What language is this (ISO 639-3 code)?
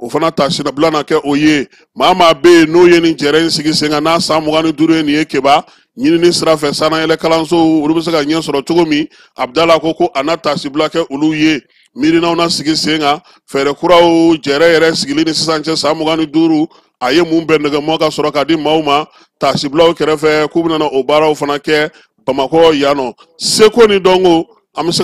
bam